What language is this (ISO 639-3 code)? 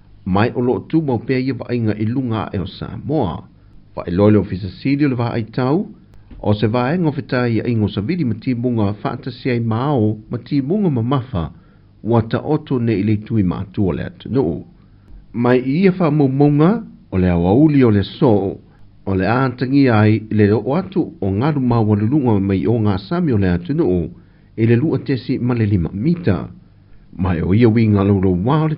smo